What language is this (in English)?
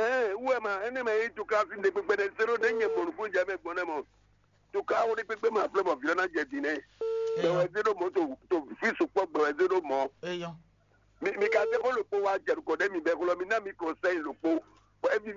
Fon